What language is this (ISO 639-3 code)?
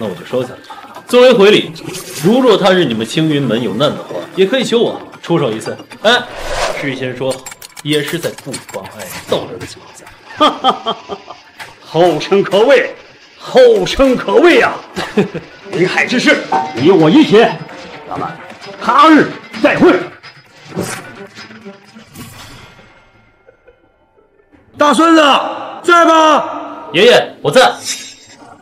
zho